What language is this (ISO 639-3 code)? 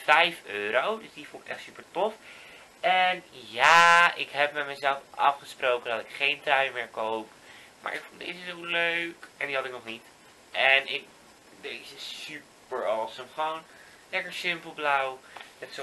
nld